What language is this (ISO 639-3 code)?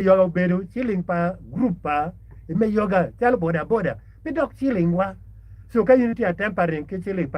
ach